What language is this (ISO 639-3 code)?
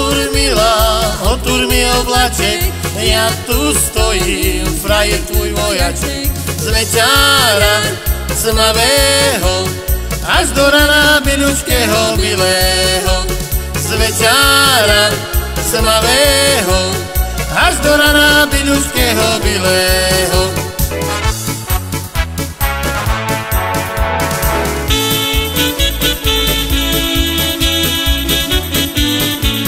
slk